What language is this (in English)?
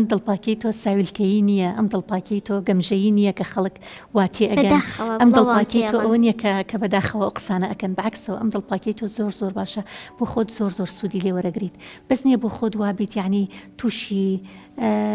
Central Kurdish